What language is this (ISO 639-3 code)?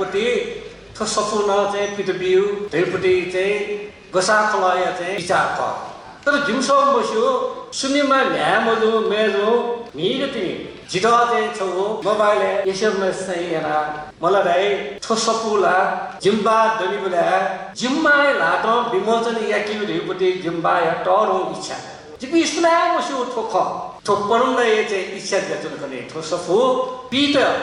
new